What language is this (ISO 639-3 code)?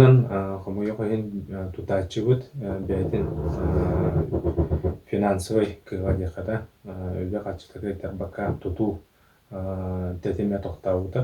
sah